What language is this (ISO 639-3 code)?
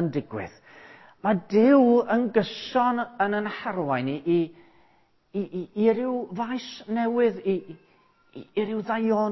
cym